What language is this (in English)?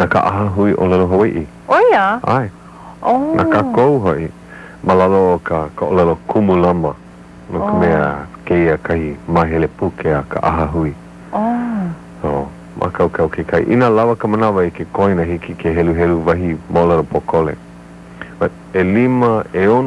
Hawaiian